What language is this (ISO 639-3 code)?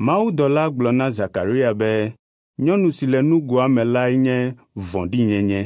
ewe